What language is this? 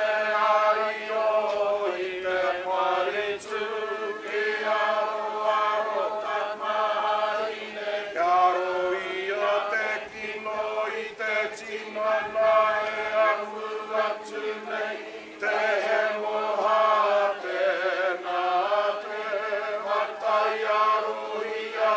Māori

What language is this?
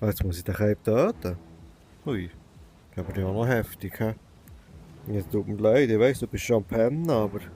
Swiss German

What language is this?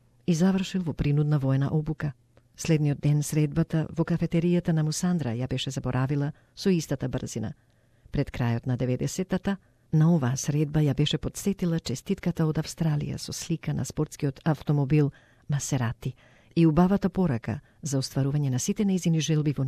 Macedonian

